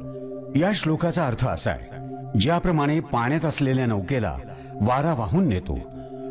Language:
Marathi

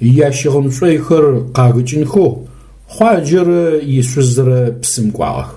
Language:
Adyghe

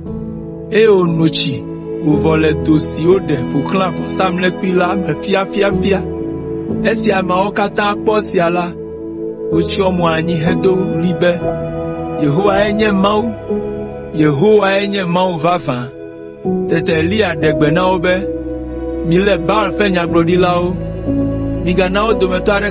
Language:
Ewe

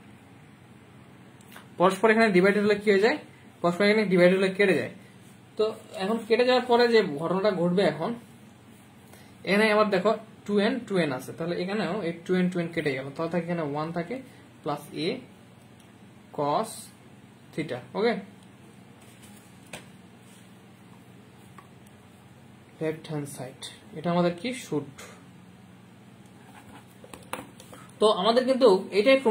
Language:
Bangla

